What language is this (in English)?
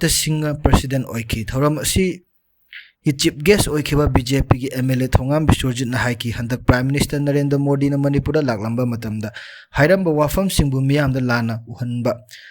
Manipuri